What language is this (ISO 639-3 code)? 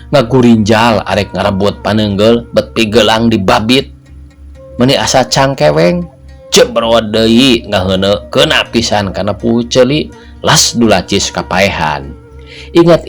sun